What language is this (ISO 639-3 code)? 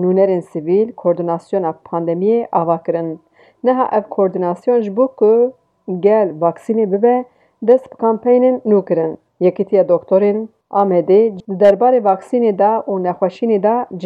kur